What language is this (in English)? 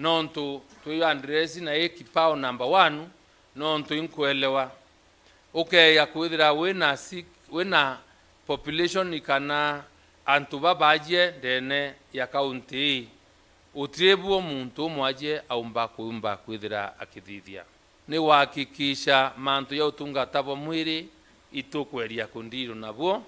Meru